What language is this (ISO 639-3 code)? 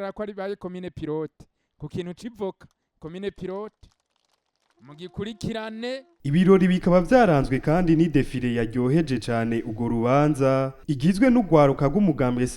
run